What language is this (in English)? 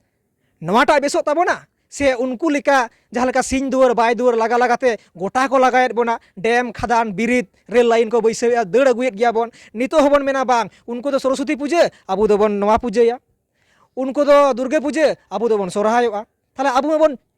Santali